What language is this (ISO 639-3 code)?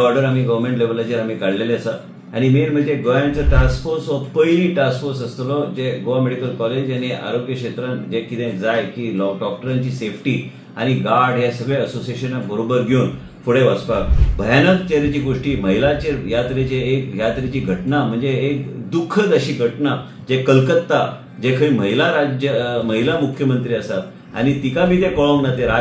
kok